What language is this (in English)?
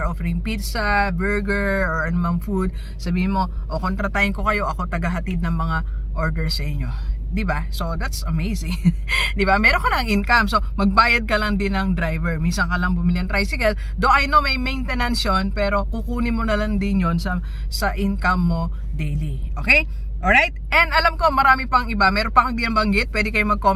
Filipino